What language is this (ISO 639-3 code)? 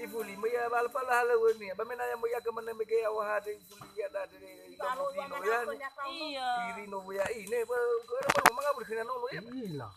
nia